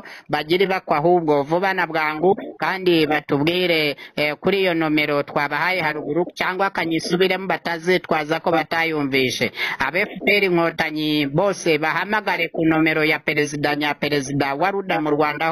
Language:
Kinyarwanda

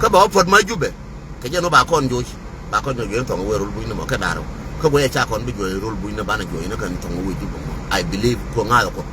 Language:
Nuer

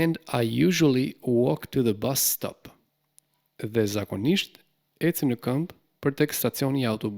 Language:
Albanian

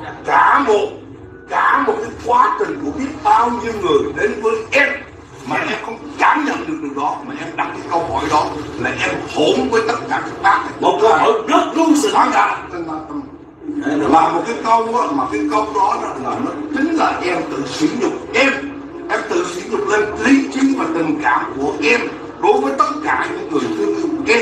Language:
Vietnamese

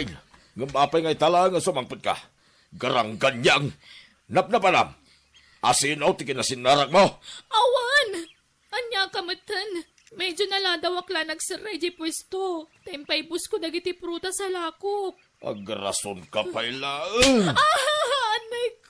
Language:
Iloko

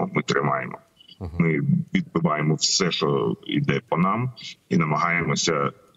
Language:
Ukrainian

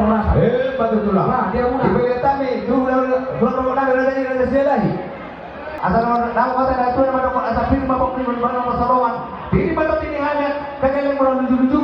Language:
Batak Toba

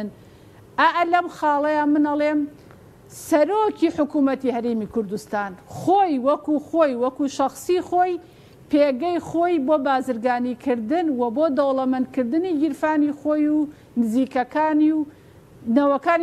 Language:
Central Kurdish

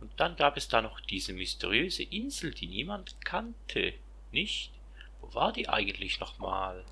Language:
Swiss German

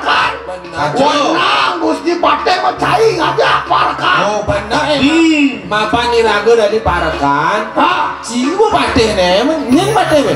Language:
Balinese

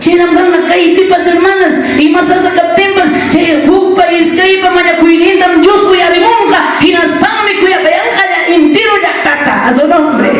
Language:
Ayacucho Quechua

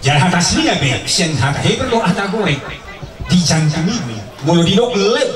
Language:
Batak Toba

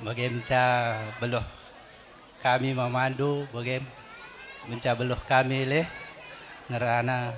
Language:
Batak Karo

